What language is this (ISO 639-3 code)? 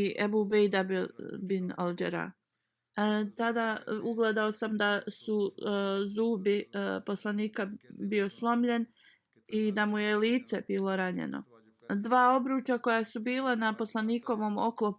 bos